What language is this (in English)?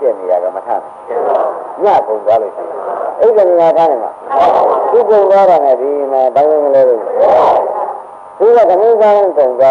Burmese